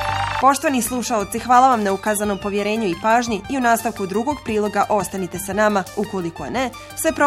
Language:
Bosnian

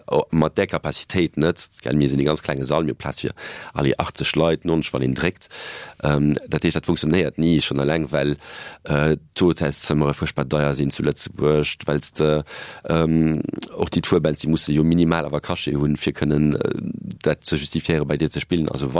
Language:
Luxembourgish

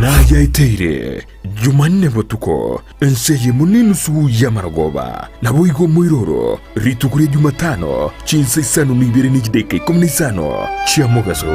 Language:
Gusii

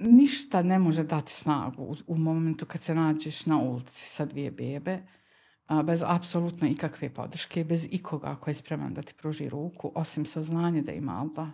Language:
Bosnian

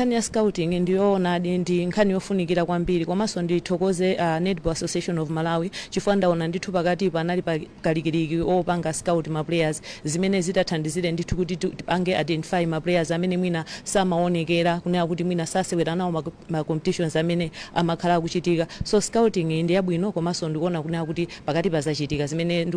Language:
Nyanja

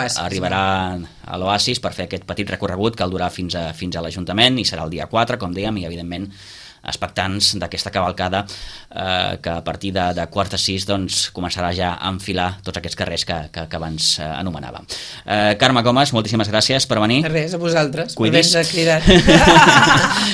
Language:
Catalan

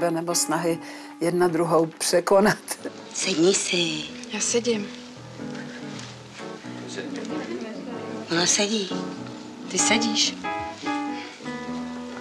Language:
Czech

